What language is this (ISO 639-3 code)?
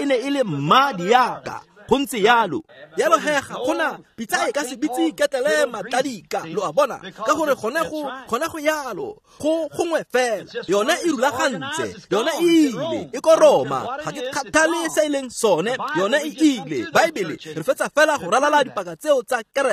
tsn